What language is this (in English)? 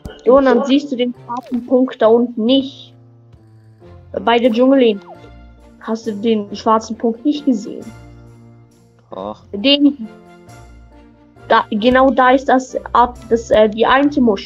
German